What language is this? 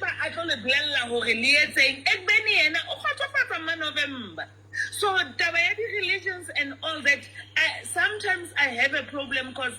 Southern Sotho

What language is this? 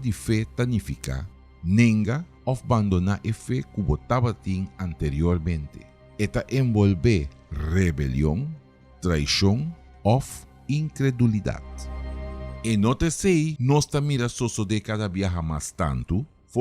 Papiamento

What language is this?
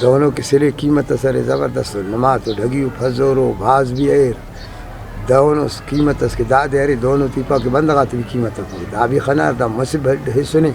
Brahui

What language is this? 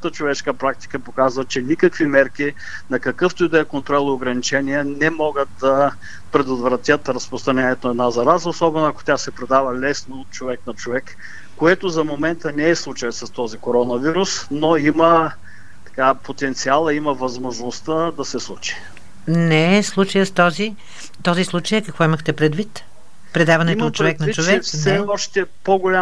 Bulgarian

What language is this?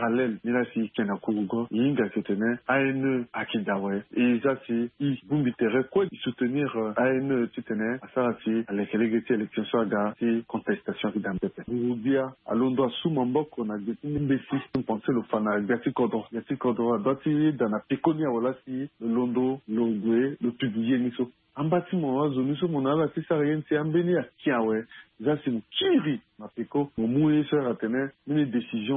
Sango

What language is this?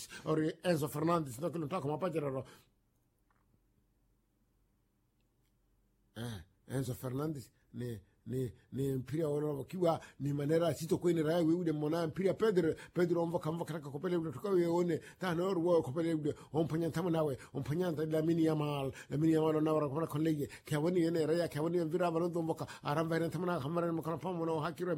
Swahili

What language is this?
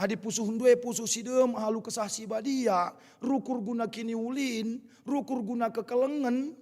Batak Karo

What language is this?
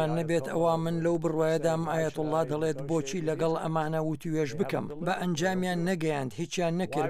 Central Kurdish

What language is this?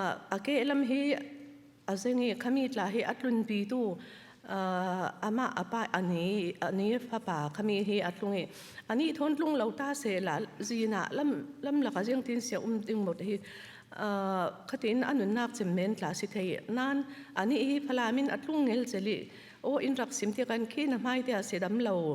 Falam Chin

